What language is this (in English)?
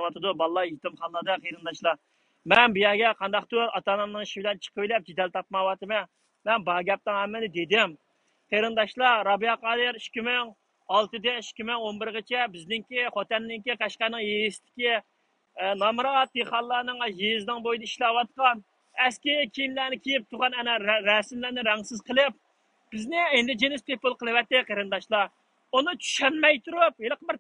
Uyghur